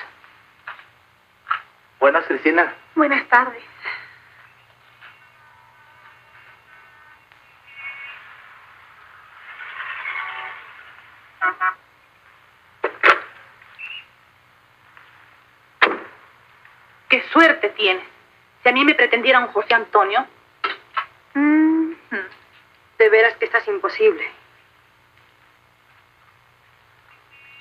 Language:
Spanish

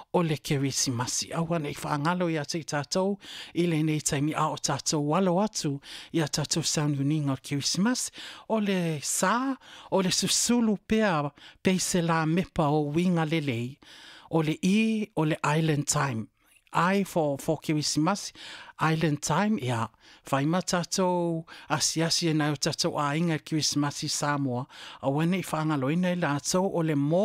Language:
Samoan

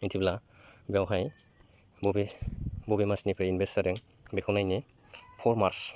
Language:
Bodo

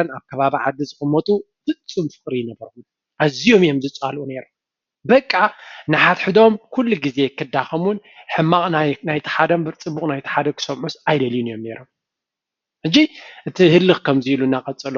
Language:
Tigrinya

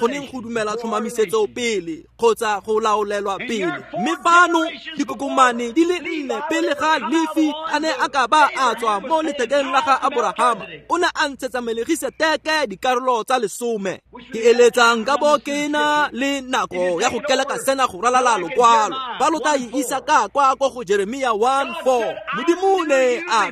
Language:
Tswana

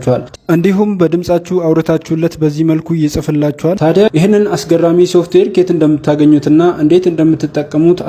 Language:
Amharic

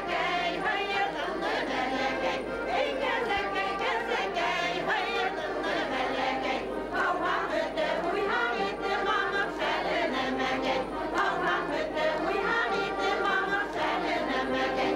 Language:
Bashkir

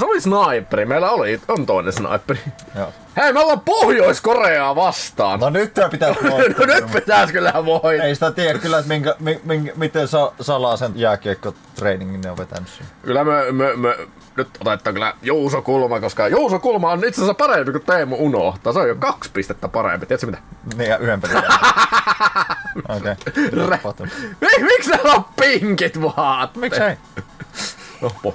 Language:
Finnish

